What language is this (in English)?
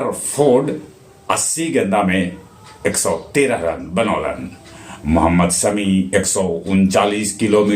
Magahi